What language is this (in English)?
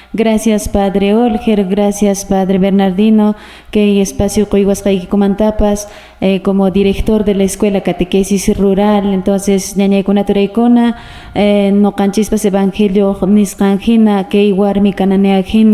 Quechua